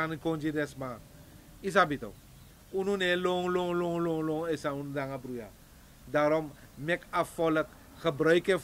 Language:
Sranan Tongo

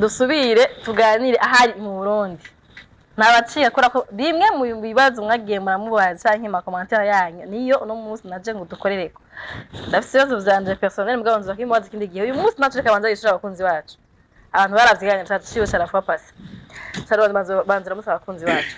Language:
Rundi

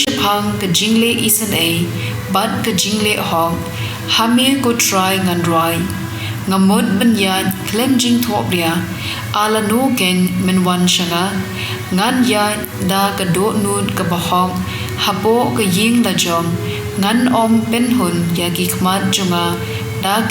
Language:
Khasi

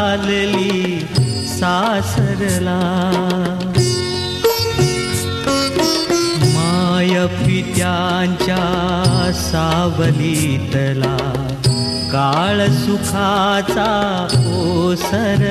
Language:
Marathi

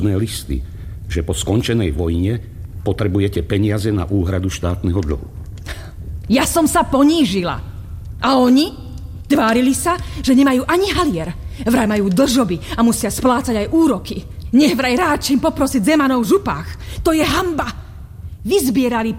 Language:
Slovak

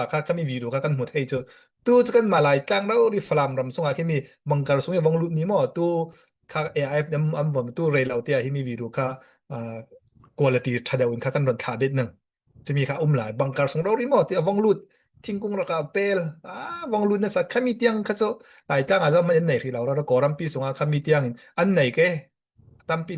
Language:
Falam Chin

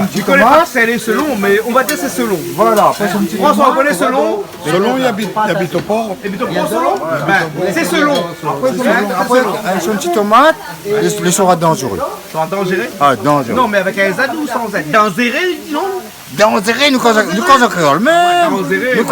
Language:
Réunion Creole French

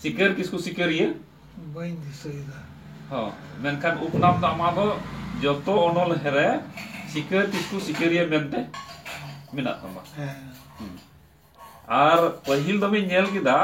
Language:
Santali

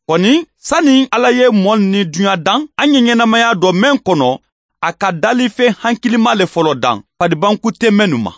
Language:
Bambara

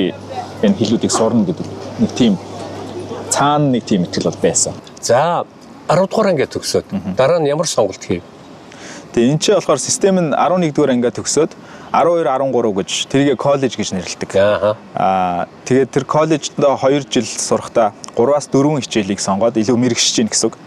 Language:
Mongolian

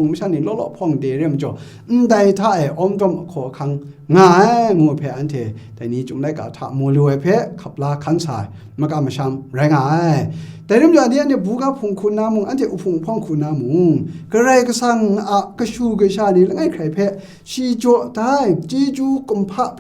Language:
Kachin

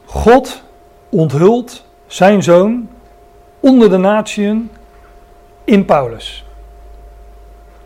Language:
Dutch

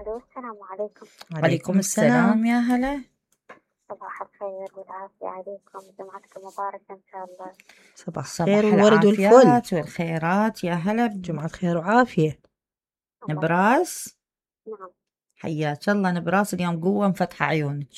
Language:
Mesopotamian Arabic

